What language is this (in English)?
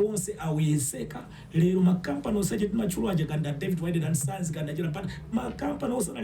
Nyanja